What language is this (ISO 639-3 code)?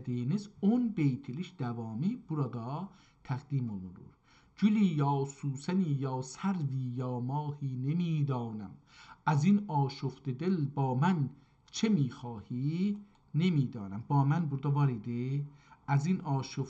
azb